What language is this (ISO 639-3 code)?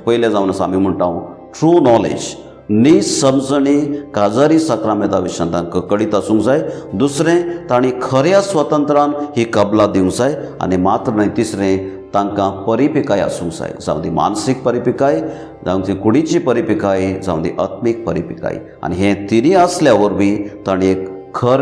kok